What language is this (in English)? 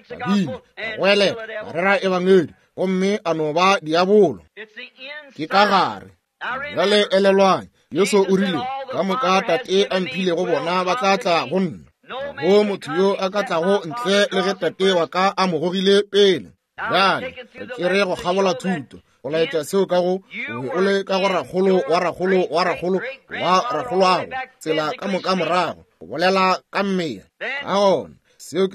Northern Sotho